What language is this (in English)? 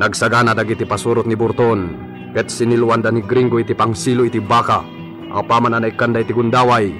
Iloko